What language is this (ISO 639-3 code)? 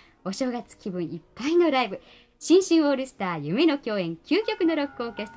jpn